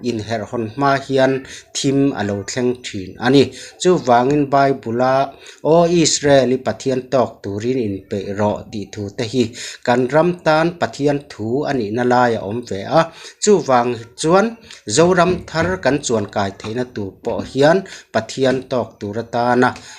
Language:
Mizo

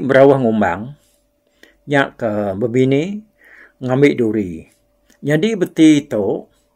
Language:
Iban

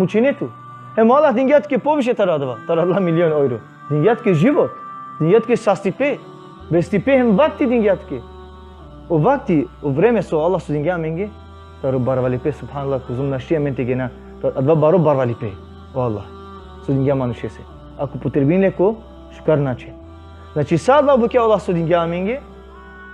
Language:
Balkan Romani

